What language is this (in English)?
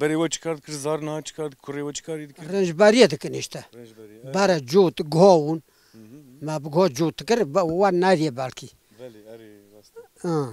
Kurdish